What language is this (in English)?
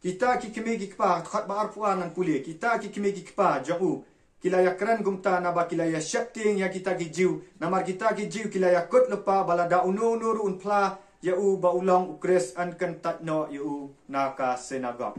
Khasi